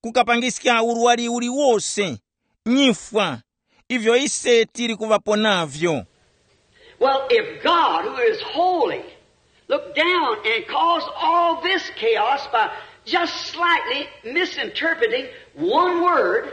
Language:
Tumbuka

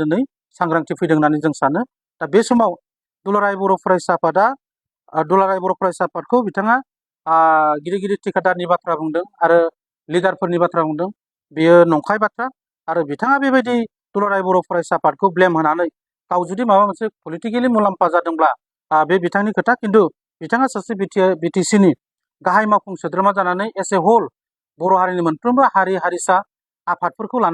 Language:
Bodo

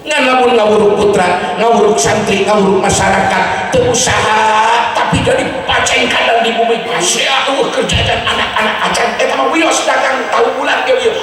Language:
Sundanese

